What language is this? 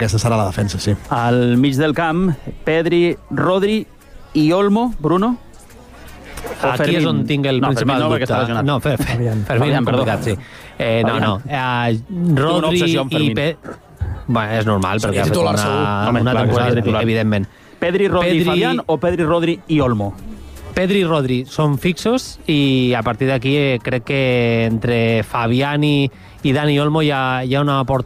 Catalan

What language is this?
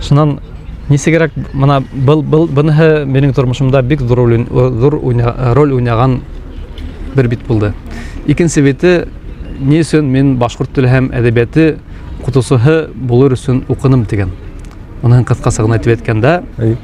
Bashkir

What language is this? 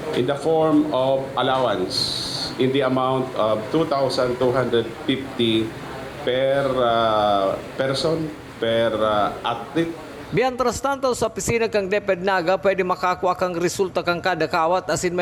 Bikol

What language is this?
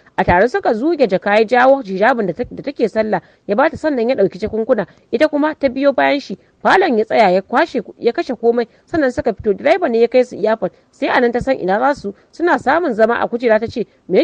Hausa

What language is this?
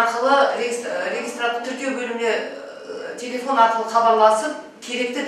Kazakh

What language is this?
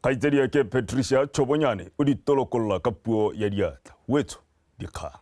Tswana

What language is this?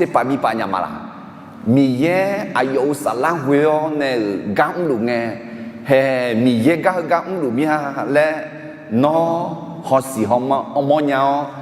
Akha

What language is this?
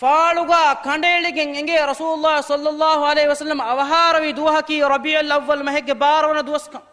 Divehi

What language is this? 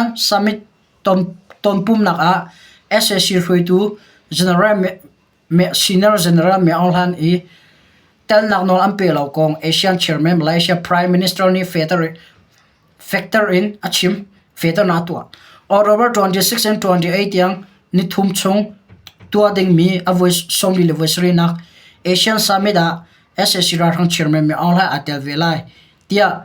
Hakha Chin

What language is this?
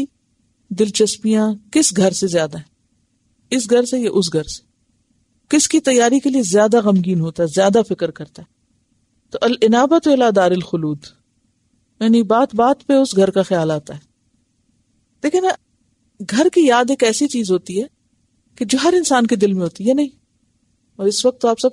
Urdu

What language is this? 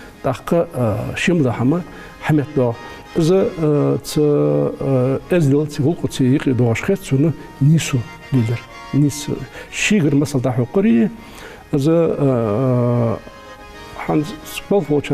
Ingush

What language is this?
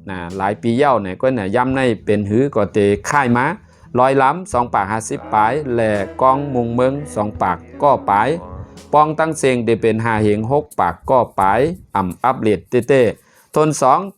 Shan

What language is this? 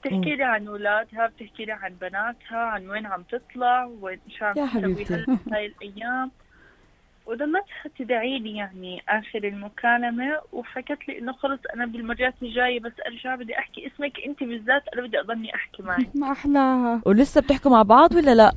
North Levantine Arabic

